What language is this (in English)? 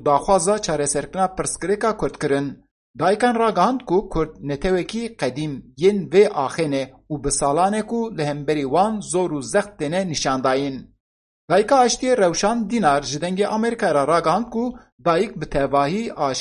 Kurdish